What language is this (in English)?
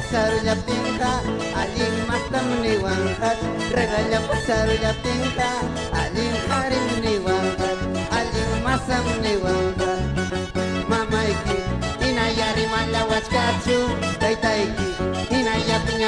Ayacucho Quechua